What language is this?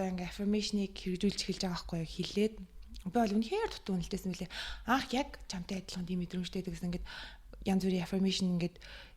Mongolian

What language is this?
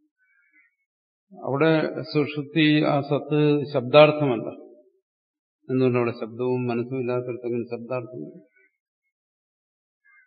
Malayalam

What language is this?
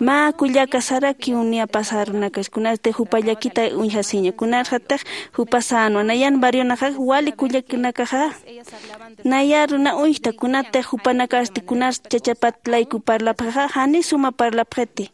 Aymara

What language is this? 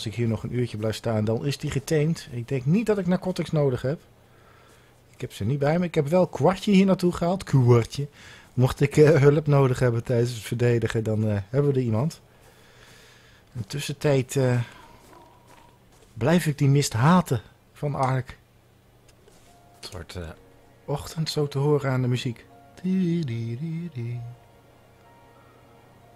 Dutch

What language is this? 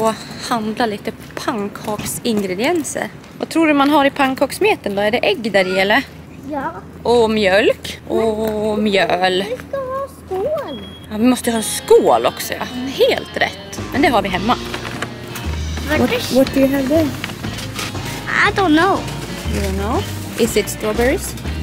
Swedish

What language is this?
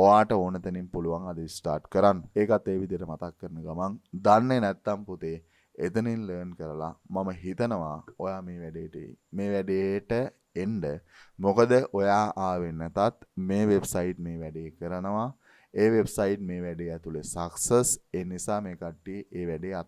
Sinhala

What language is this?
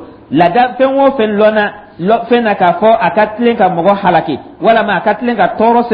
Dyula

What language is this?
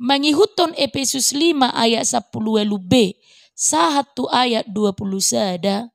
Batak Toba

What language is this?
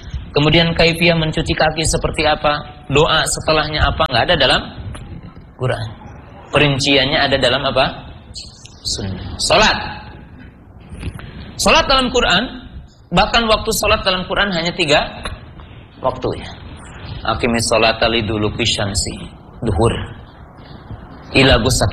Indonesian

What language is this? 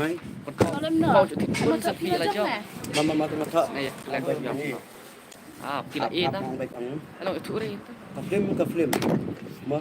Khasi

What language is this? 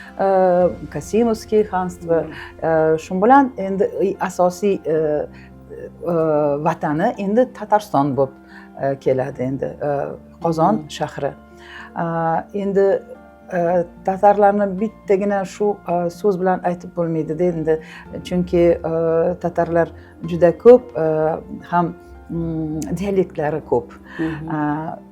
Uzbek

